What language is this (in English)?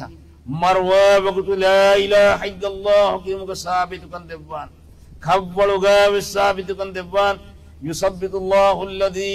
Divehi